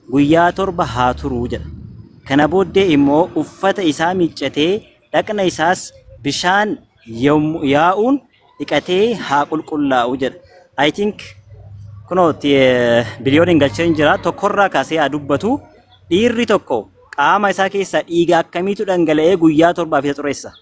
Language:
Oromo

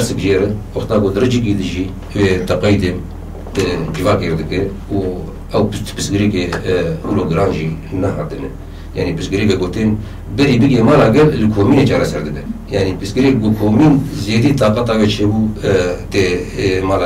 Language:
Kurdish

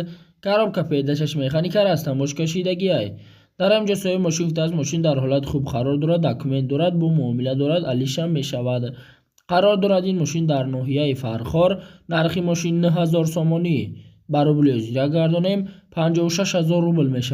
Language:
Tajik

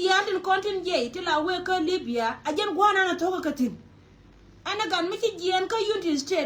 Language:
Nuer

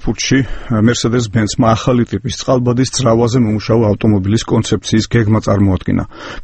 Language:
Georgian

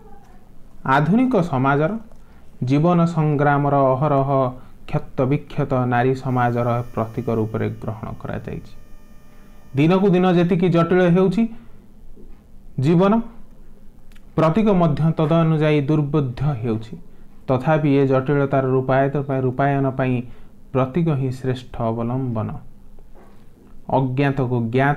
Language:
Odia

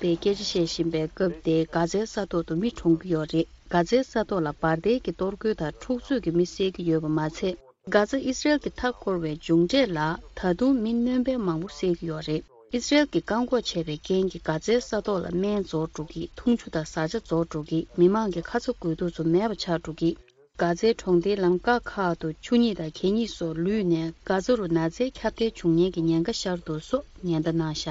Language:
Tibetan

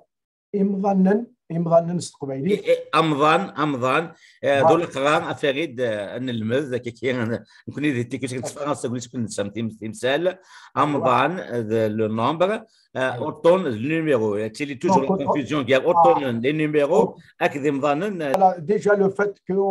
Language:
Kabyle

